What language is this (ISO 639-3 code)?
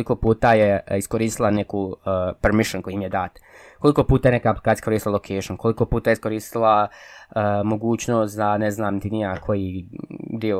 bos